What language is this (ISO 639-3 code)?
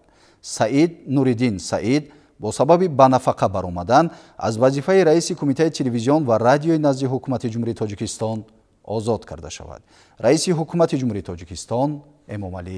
tgk